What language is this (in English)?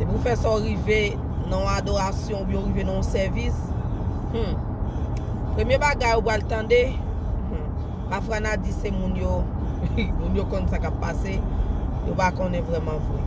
Haitian Creole